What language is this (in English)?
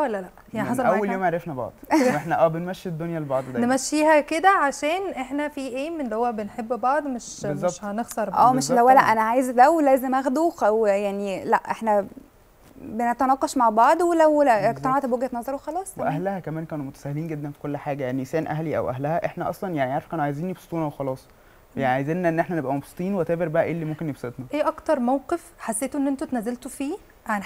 Egyptian Arabic